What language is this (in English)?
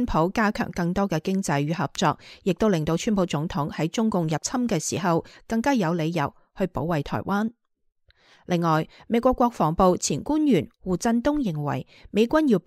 Cantonese